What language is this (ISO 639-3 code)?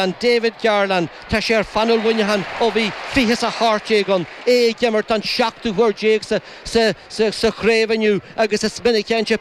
gle